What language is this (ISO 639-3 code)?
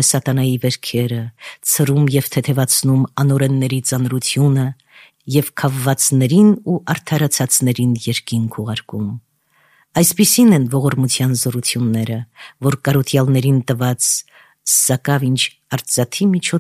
hye